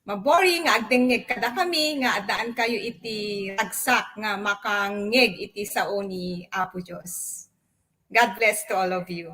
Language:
Iloko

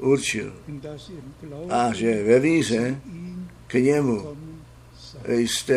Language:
Czech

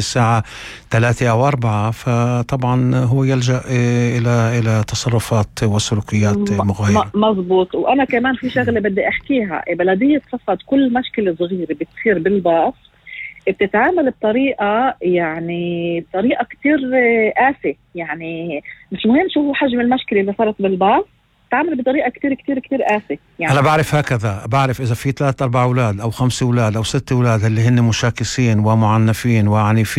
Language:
North Levantine Arabic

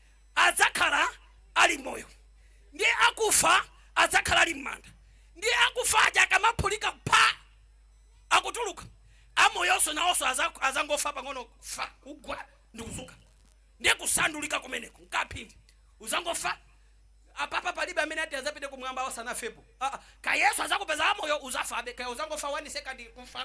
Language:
Nyanja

